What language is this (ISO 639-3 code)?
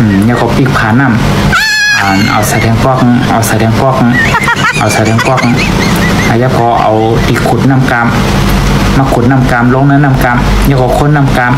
shn